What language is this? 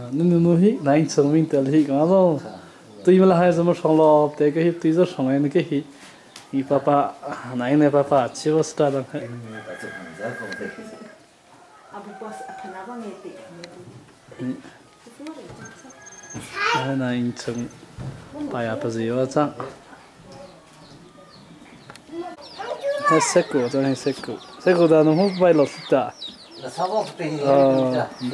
Vietnamese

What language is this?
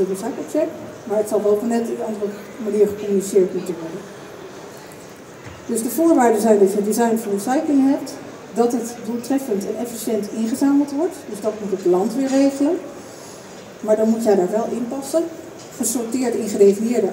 Dutch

